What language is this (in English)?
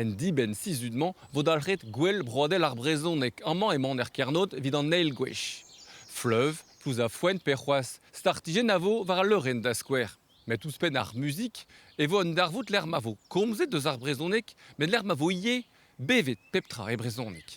Breton